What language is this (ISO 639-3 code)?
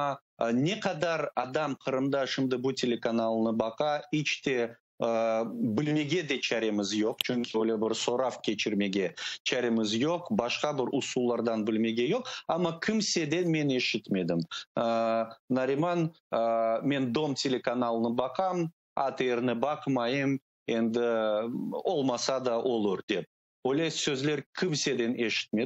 crh